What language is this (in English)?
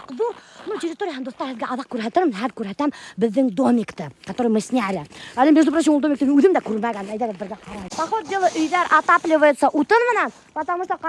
Bashkir